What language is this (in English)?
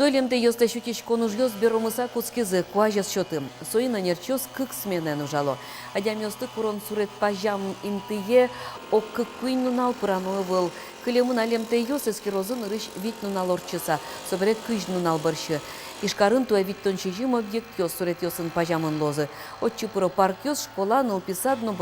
Udmurt